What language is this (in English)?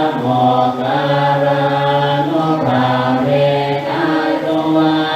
Pali